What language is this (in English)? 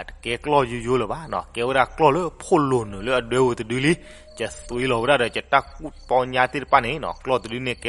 S'gaw Karen